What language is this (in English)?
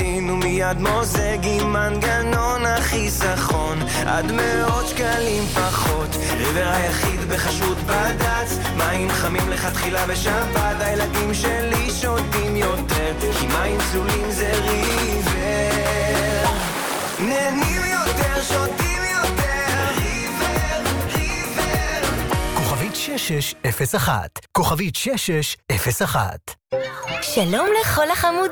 Hebrew